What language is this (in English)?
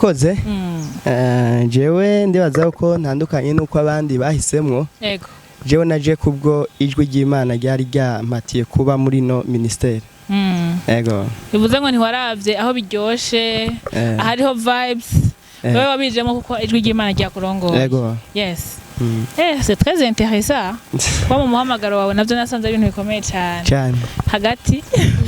Rundi